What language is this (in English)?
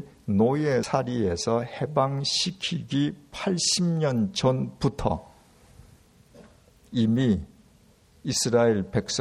Korean